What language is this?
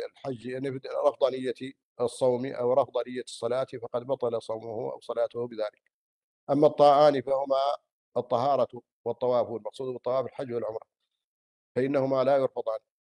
Arabic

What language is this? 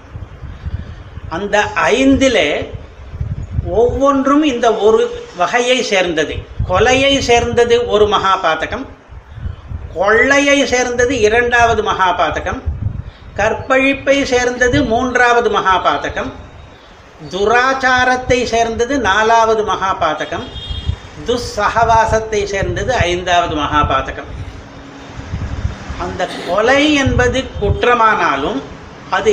Tamil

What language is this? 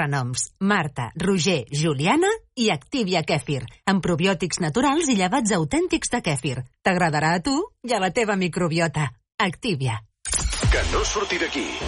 Catalan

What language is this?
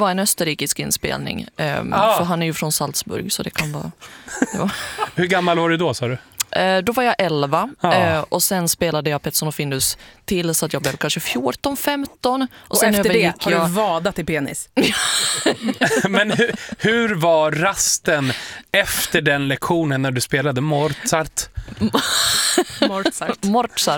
Swedish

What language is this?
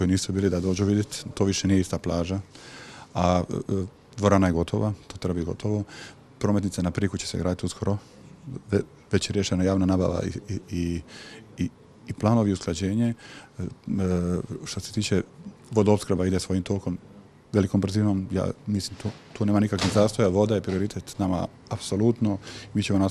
Croatian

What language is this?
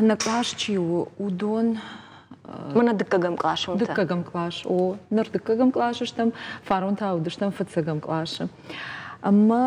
Ossetic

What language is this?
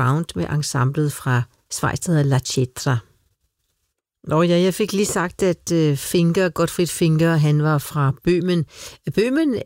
Danish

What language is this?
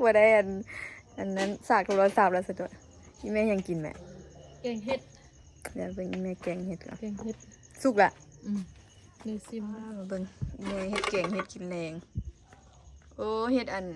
Lao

